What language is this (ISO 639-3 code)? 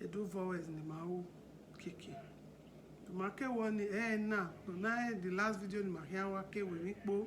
bin